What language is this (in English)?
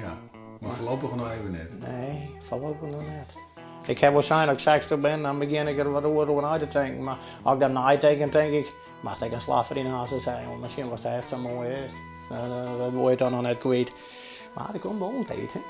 Western Frisian